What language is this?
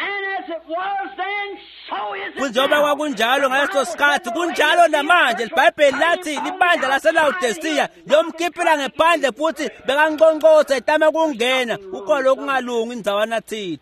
Swati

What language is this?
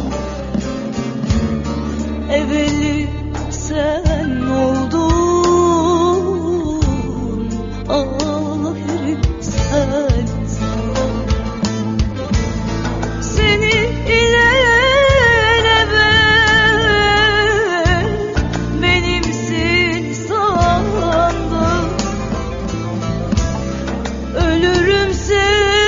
Turkish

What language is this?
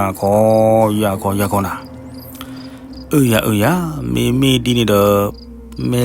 S'gaw Karen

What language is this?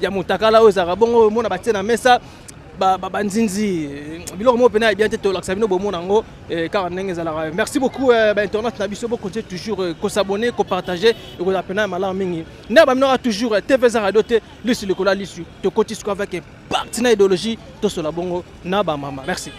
Lingala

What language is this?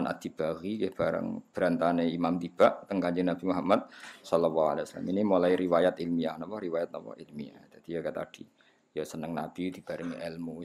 Javanese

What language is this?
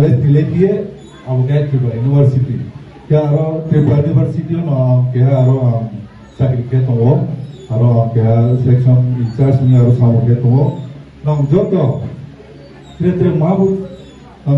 Riang (India)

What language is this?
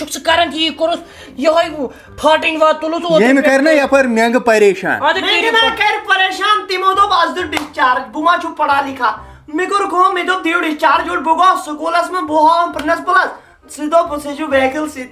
Kashmiri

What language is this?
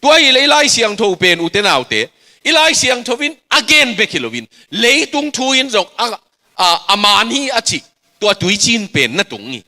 Tedim Chin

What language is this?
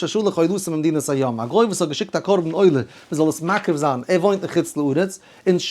Yiddish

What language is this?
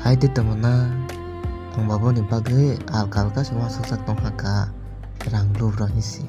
Kok Borok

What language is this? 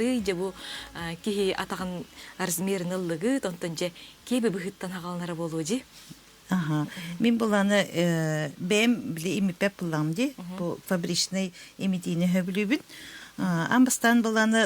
Yakut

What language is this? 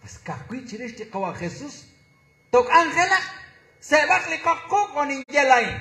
Kekchí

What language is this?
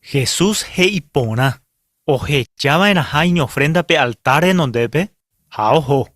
Guarani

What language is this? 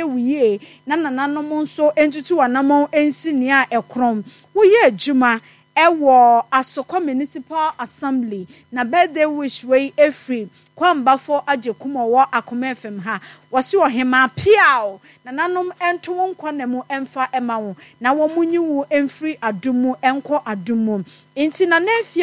Akan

